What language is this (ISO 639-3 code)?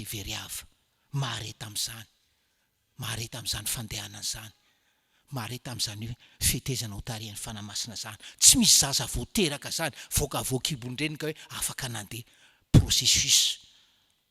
mlg